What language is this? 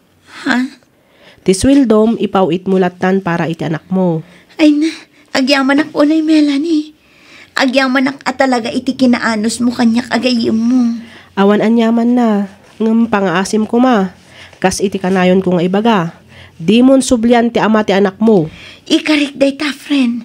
Iloko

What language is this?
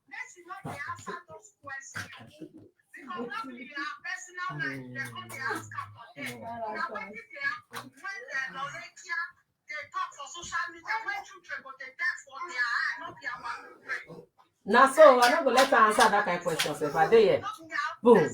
Nigerian Pidgin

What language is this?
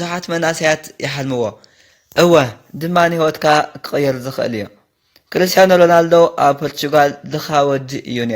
Tigrinya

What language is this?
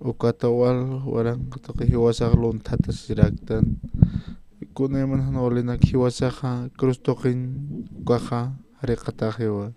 Aymara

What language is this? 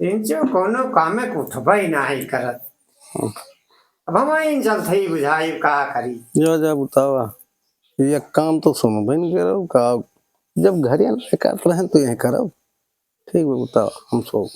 Awadhi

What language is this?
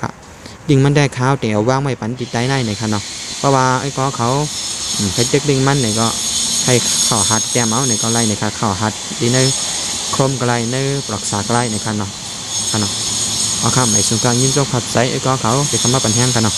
Shan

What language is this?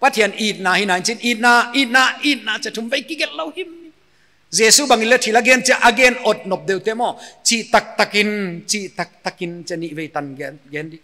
Paite Chin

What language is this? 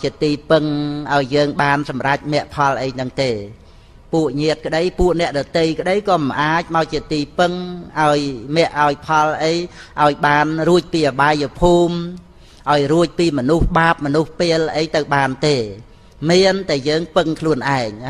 Khmer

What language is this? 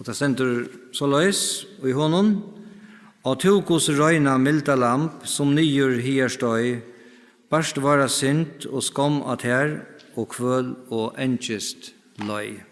Faroese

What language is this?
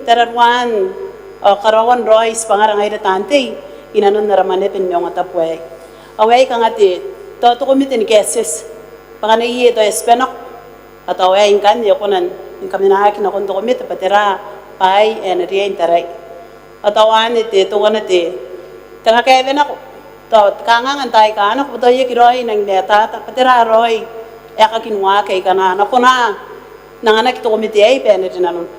Gilbertese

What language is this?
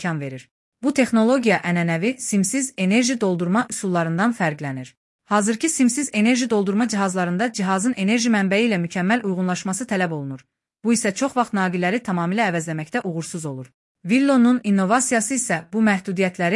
Azerbaijani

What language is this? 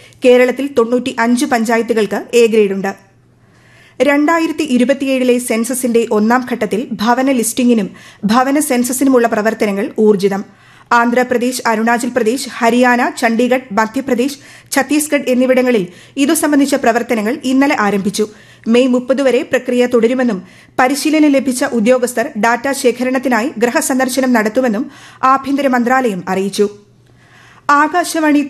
Malayalam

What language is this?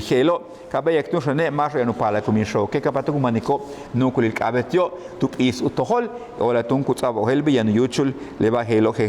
Yucateco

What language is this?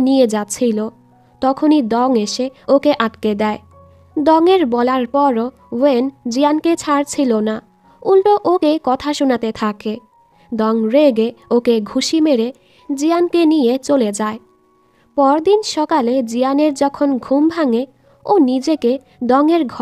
Bangla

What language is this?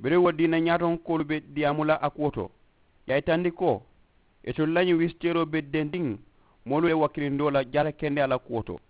Mandingo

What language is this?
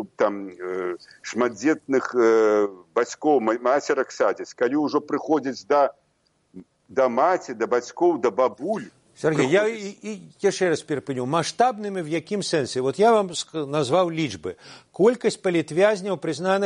Belarusian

